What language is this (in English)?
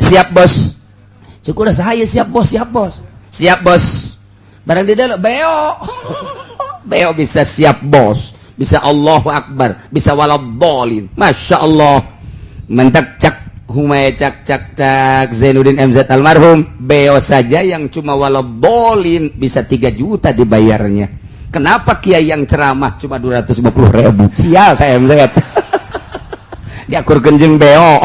Sundanese